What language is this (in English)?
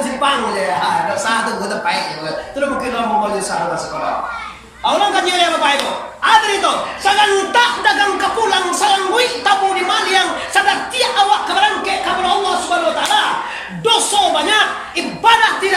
Minangkabau